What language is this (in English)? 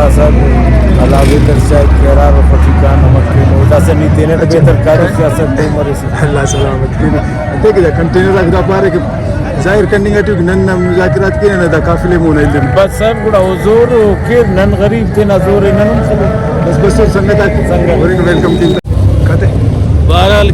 Brahui